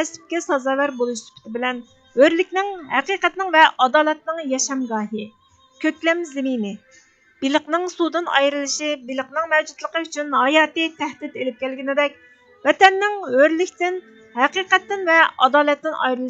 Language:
Uyghur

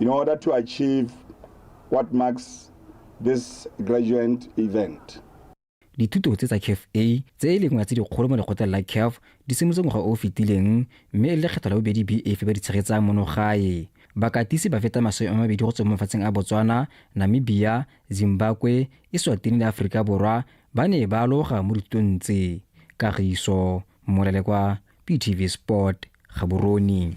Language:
Tswana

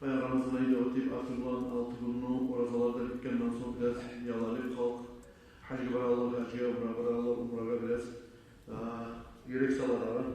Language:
Kumyk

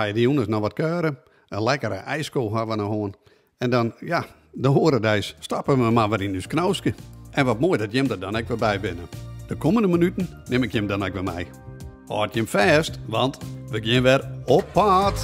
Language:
Western Frisian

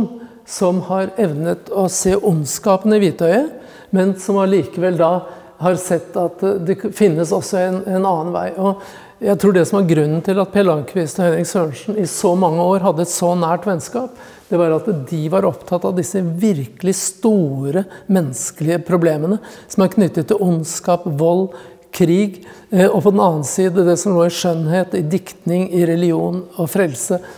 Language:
Norwegian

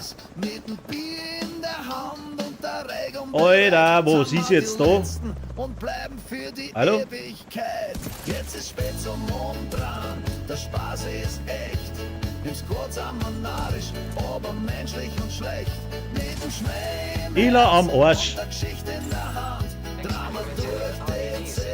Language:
Bavarian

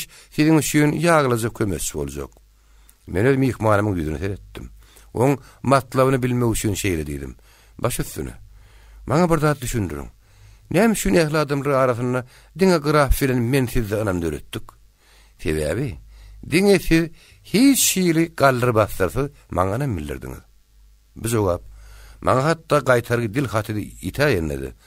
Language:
Turkmen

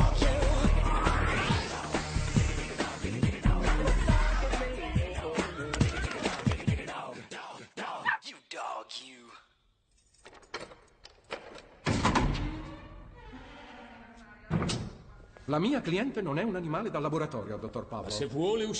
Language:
Italian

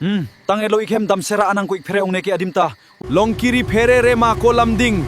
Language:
Karbi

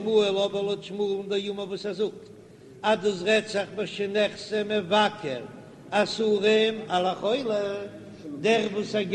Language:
Yiddish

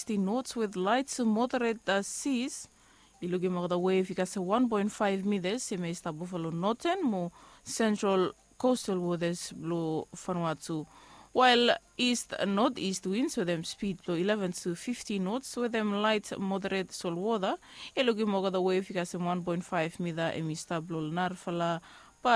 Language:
Bislama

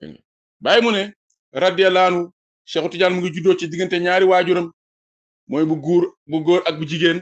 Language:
Wolof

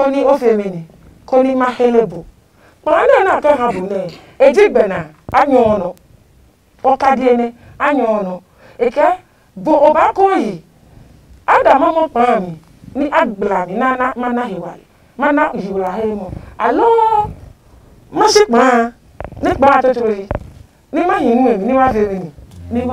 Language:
Adangme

